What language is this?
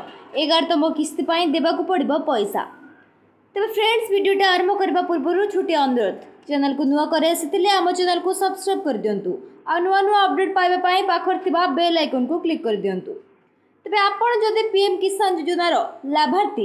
Odia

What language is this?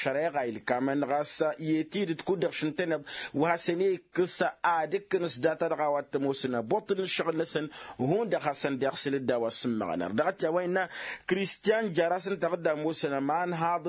Tamasheq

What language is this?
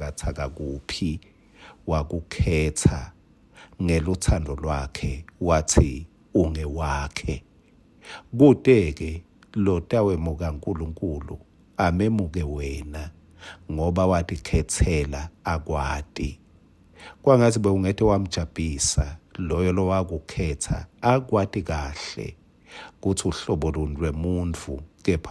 Swati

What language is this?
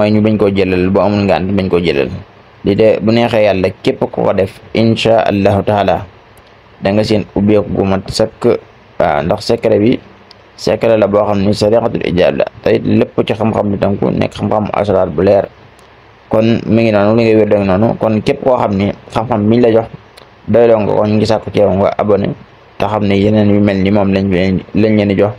Wolof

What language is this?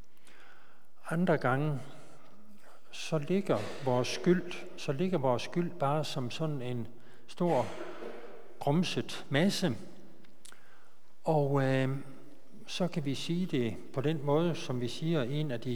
Danish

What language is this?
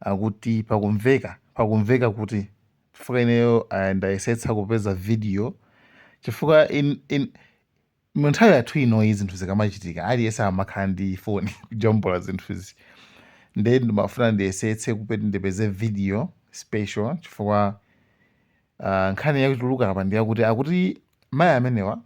Nyanja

